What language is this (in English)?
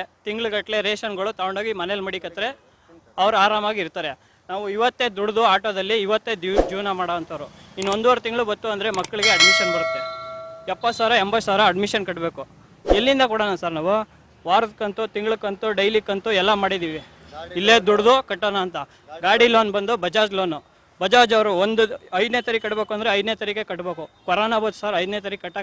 Kannada